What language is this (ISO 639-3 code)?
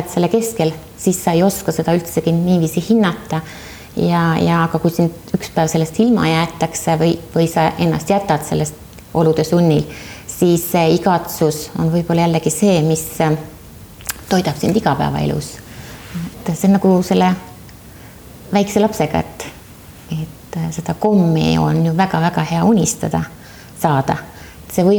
est